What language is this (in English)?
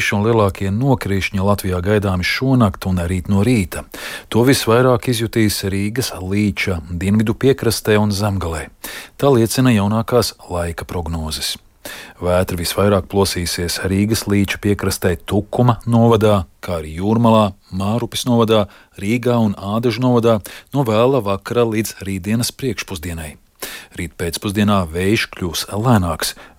Latvian